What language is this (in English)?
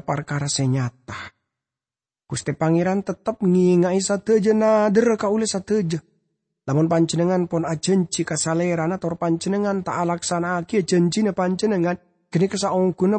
Madurese